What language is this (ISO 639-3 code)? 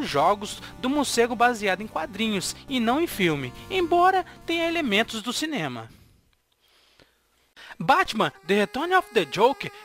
por